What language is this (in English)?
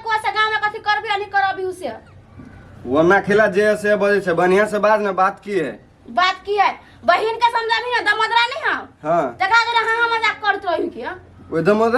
Maithili